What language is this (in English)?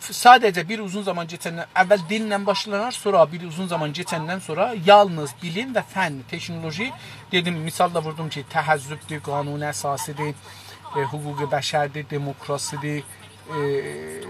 South Azerbaijani